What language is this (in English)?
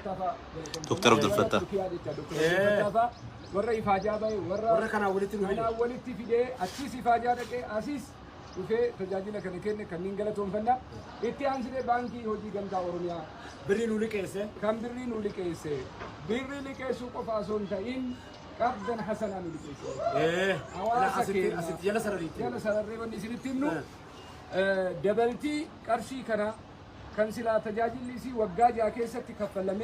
Oromo